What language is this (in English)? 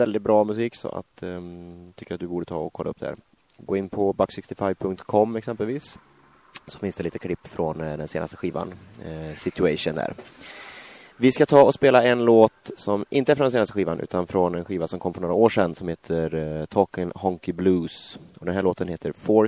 Swedish